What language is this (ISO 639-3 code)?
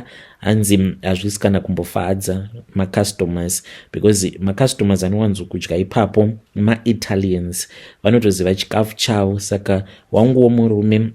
sna